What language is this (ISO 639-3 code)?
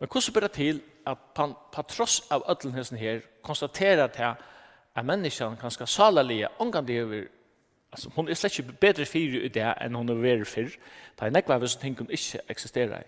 fao